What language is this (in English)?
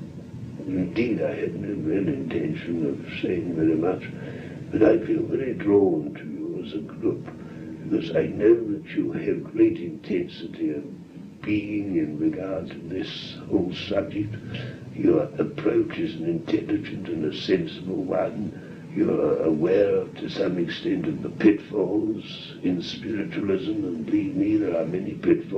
English